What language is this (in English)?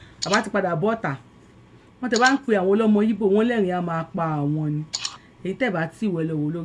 Yoruba